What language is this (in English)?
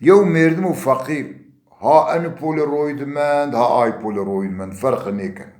Zaza